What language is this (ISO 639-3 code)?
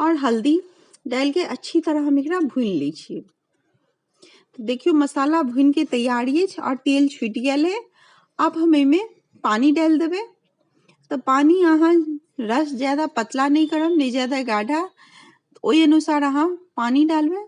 mai